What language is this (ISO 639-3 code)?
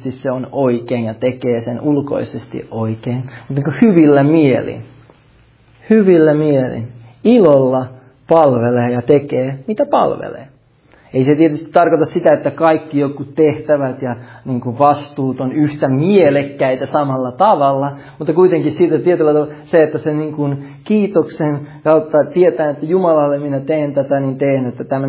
fin